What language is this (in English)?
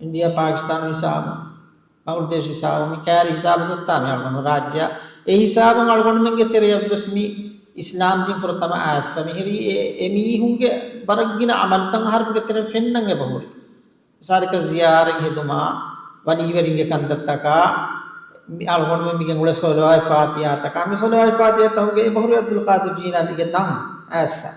Divehi